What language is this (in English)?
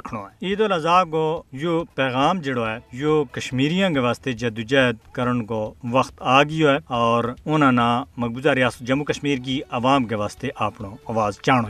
Gujari